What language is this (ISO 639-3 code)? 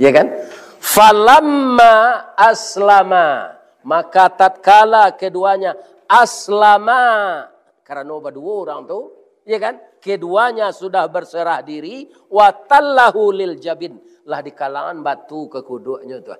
min